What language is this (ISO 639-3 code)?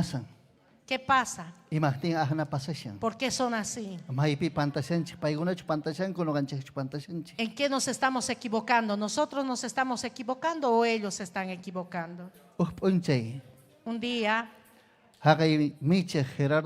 quy